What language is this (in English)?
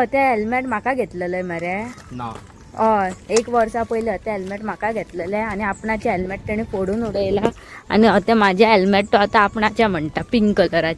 Konkani